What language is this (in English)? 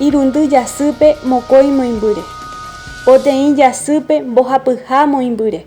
Guarani